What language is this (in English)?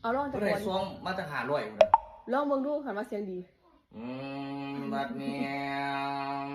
Northeastern Thai